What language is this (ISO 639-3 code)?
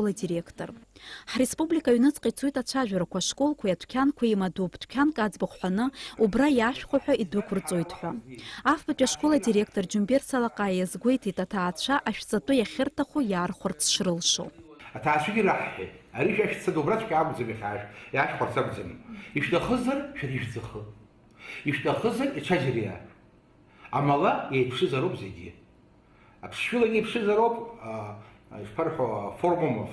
abk